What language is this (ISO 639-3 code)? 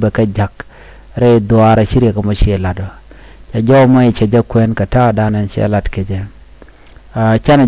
nus